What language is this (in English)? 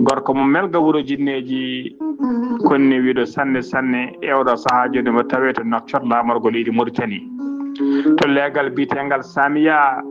Fula